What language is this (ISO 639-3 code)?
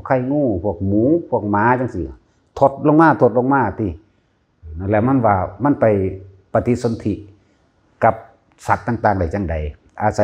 tts